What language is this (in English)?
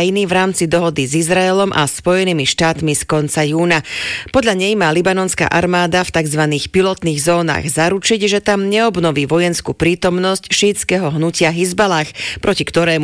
Slovak